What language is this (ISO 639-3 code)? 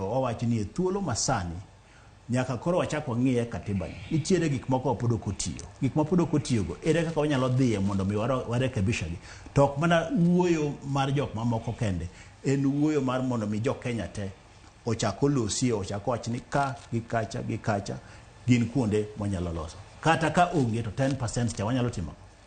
luo